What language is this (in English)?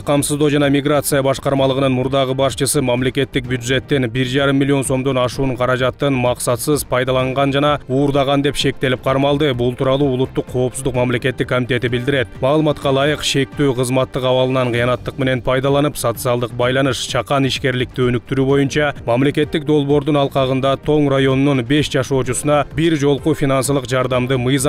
Kyrgyz